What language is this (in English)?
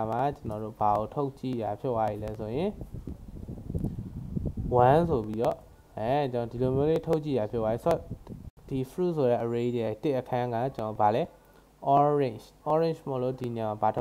Burmese